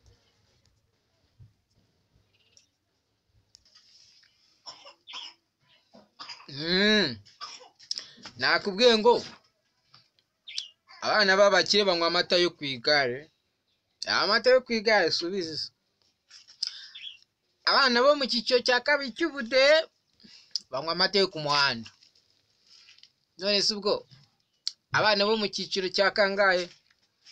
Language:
Kinyarwanda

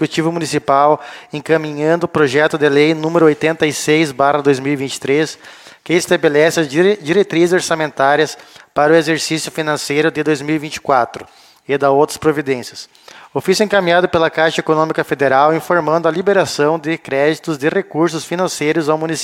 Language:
Portuguese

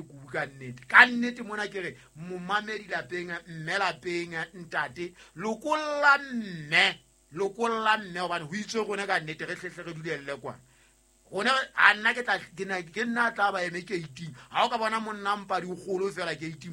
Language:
Southern Sotho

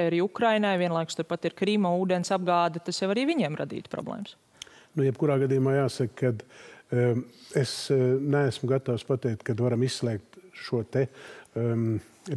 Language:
Latvian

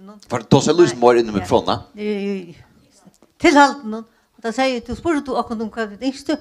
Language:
Faroese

